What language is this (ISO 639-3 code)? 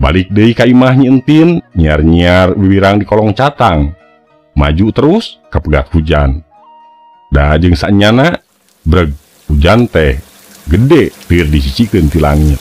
sun